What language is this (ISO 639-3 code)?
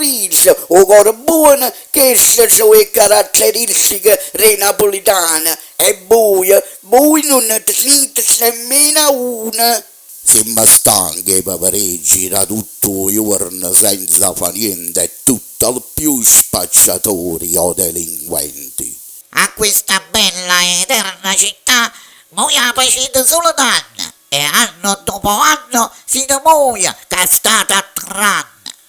nap